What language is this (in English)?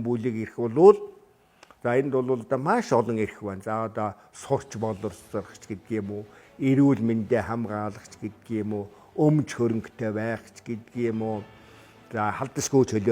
Mongolian